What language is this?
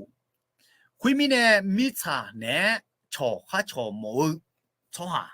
Akha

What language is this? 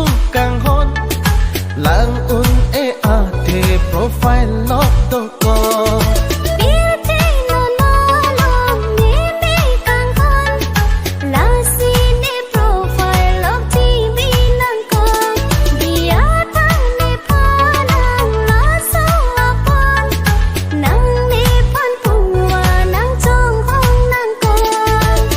Karbi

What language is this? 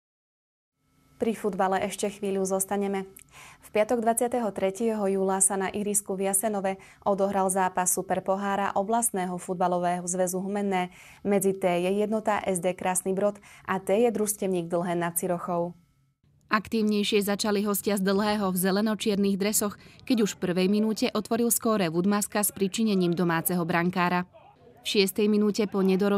Slovak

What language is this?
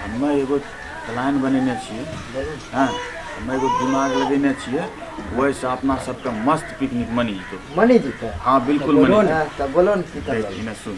Angika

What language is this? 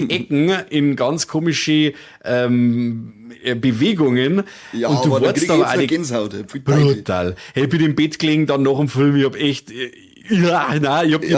Bavarian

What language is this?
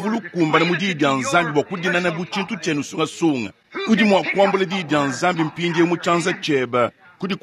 Luba-Lulua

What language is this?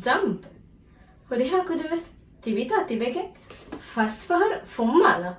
Divehi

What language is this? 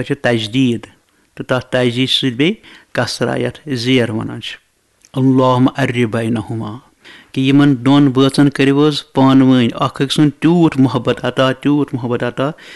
Kashmiri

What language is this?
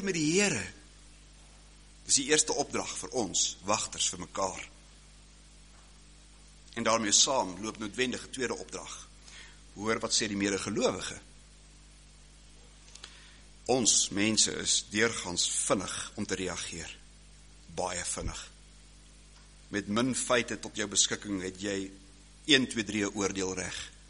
Afrikaans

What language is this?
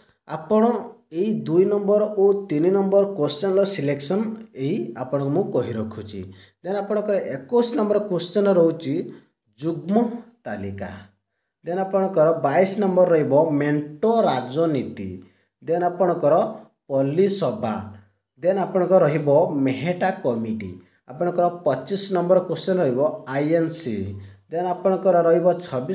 Odia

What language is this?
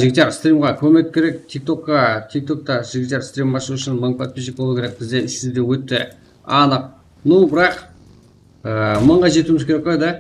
Kara-Kalpak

